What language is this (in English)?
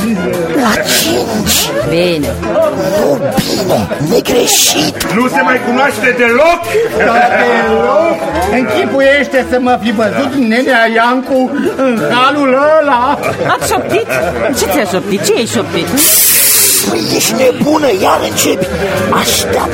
Romanian